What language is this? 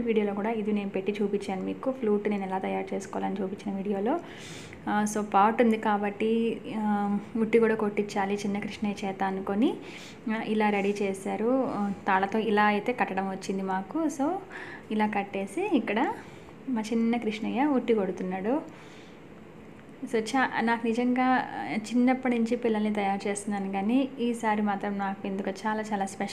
Telugu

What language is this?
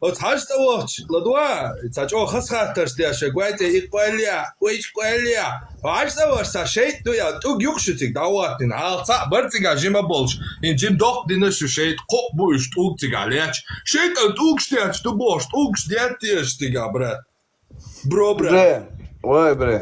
Chechen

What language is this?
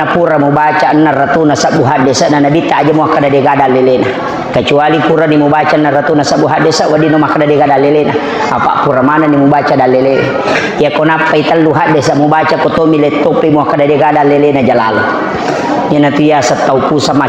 Buginese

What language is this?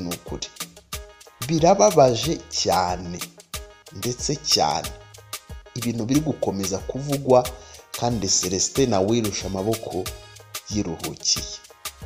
Kinyarwanda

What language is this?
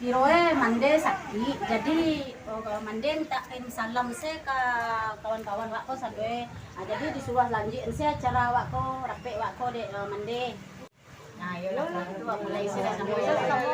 Minangkabau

